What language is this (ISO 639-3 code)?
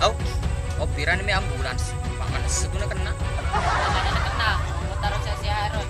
bug